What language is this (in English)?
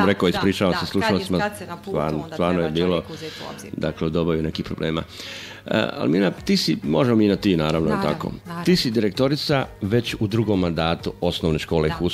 Bosnian